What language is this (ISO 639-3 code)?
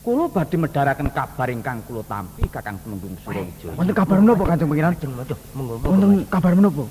jav